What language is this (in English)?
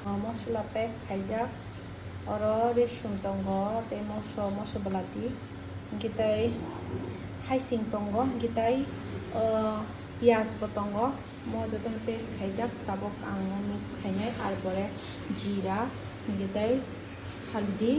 Kok Borok